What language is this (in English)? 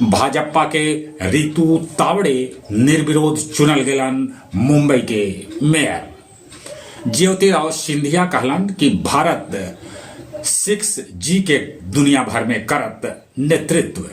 Magahi